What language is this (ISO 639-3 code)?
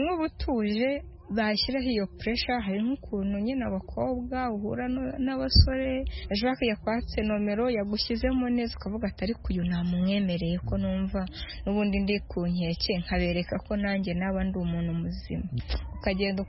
kin